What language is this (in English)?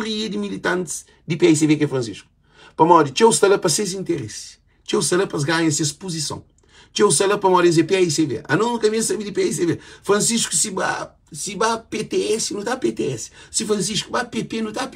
Kabuverdianu